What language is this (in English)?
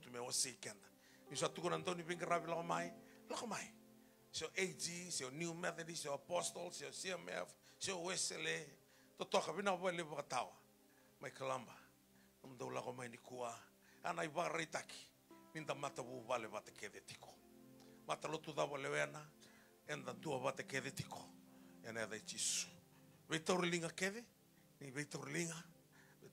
Fijian